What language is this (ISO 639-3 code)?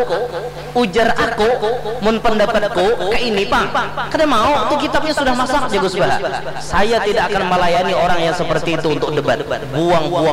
bjn